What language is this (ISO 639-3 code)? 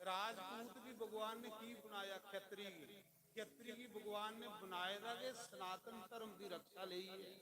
doi